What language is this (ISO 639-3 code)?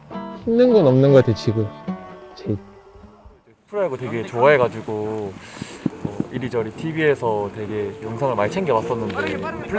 kor